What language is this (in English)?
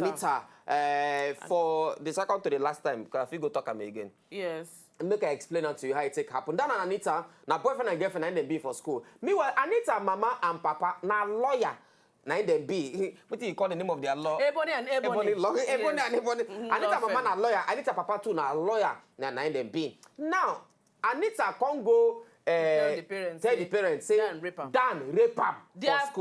Nigerian Pidgin